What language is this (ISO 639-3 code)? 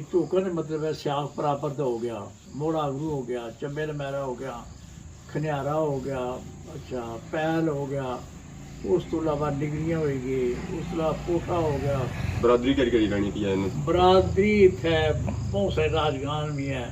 phr